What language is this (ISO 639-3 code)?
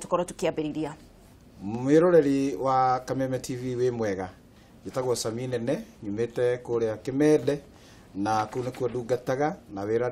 kik